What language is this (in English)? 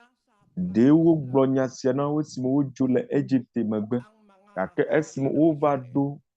Ewe